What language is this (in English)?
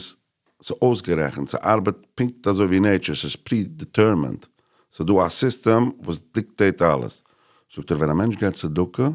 Yiddish